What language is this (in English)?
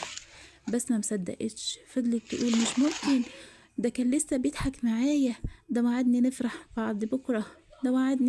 Egyptian Arabic